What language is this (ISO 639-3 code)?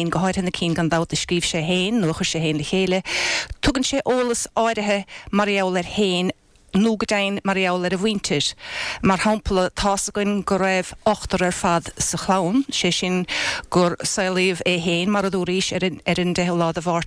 gle